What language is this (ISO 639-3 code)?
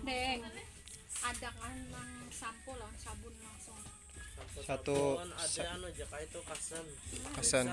bjn